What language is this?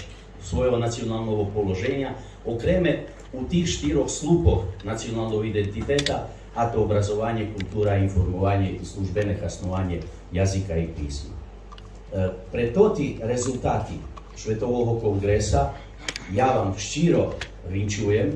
Rusyn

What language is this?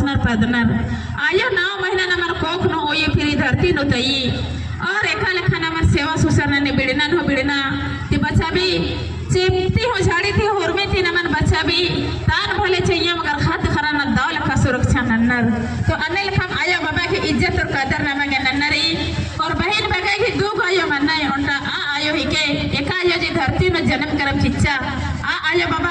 Kurukh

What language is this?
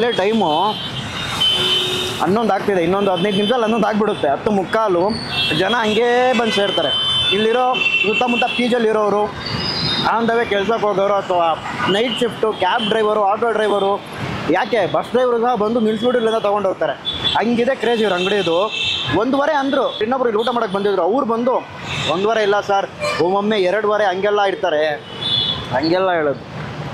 Kannada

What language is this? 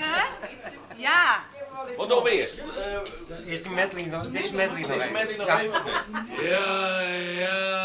Western Frisian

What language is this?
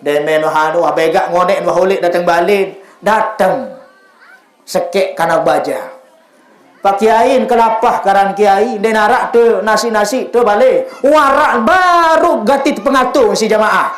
Sasak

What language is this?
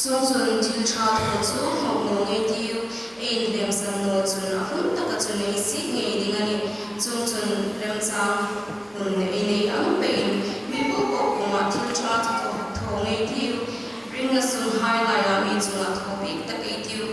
Hmar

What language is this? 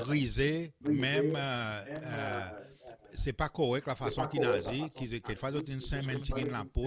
Seselwa Creole French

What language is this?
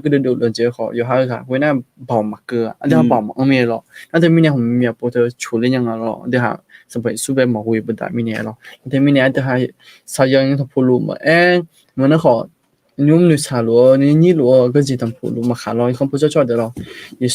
Akha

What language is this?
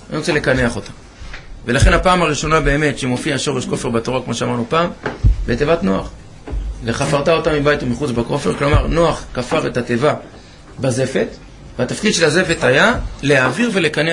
Hebrew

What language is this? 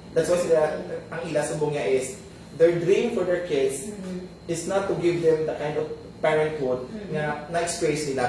Hiligaynon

